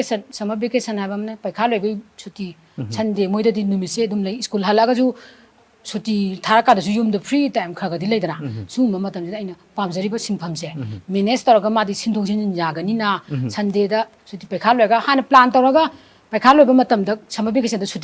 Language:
Manipuri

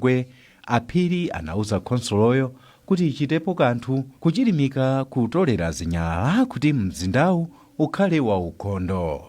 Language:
Nyanja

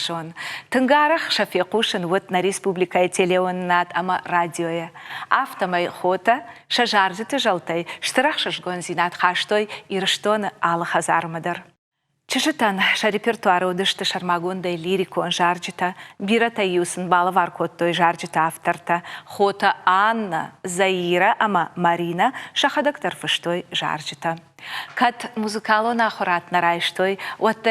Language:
Ossetic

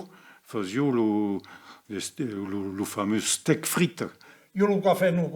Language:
Occitan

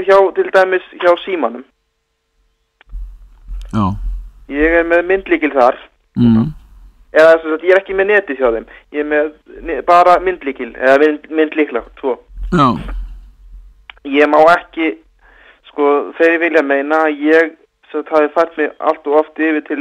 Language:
Icelandic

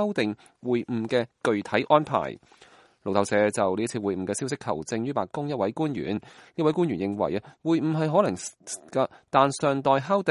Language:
Cantonese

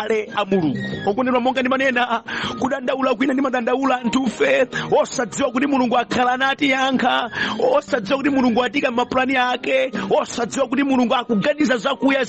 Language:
Nyanja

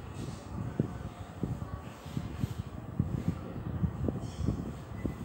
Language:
Malayalam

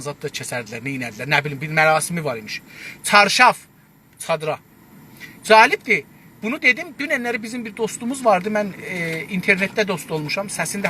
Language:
South Azerbaijani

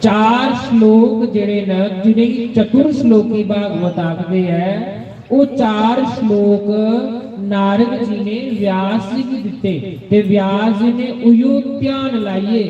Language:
Dogri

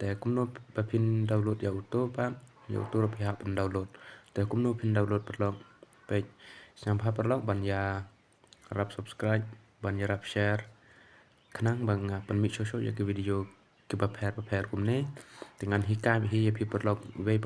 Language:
Khasi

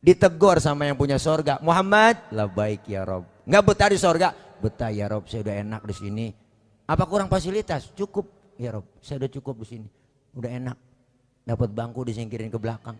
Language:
Betawi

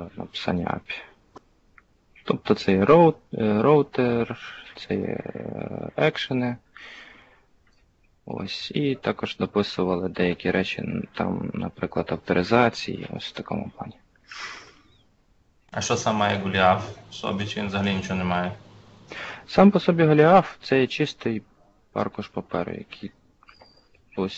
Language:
Ukrainian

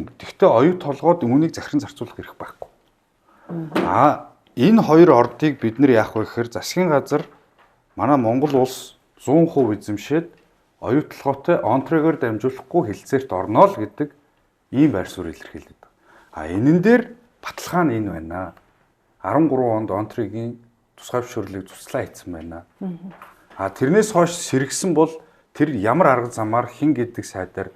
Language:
Mongolian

